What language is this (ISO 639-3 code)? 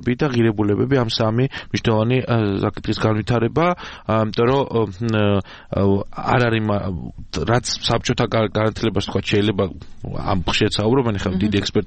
kat